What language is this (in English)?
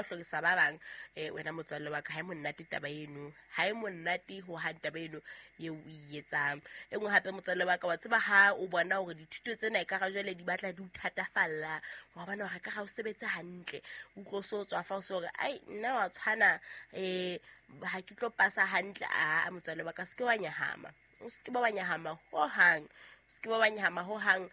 Southern Sotho